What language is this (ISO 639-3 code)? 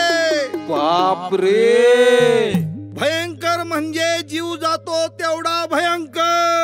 mar